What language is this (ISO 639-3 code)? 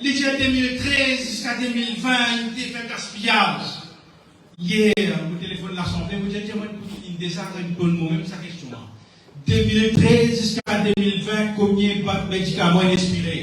mfe